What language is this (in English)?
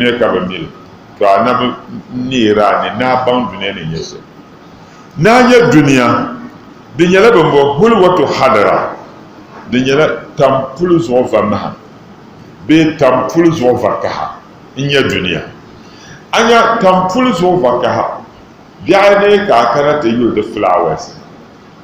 Dagbani